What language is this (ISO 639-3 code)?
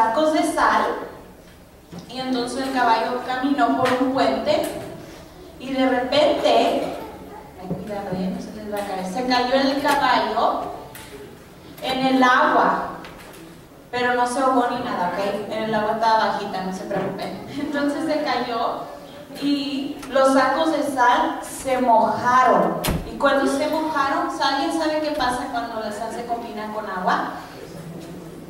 spa